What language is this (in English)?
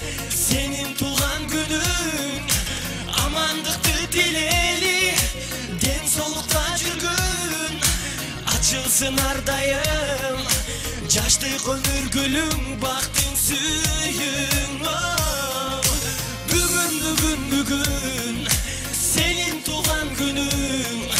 Kyrgyz